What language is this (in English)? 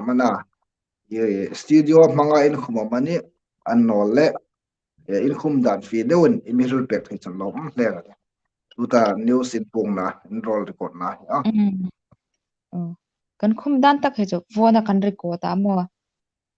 Hmar